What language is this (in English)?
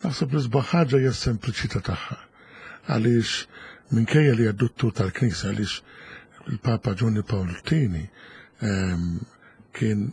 Maltese